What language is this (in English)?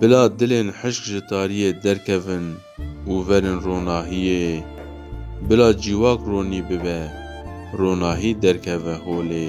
Kurdish